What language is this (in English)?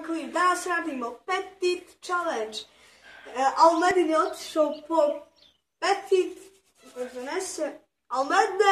Bosnian